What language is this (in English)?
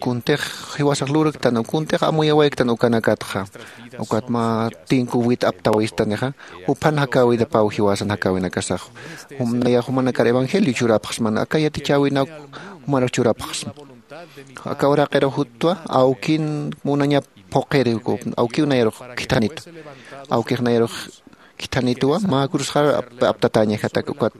Aymara